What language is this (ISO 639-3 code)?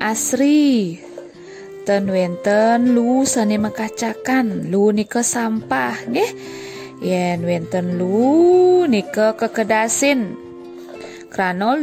ban